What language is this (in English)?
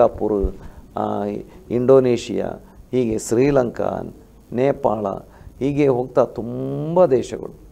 Kannada